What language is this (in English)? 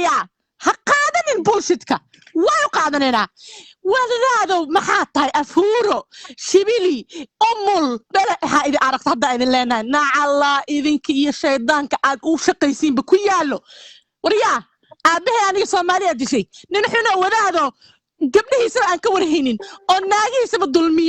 Somali